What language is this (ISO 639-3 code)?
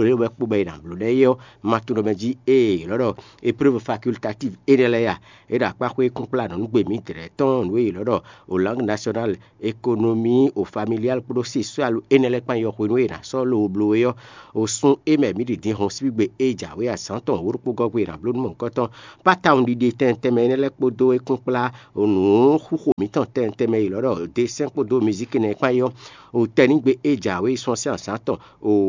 fon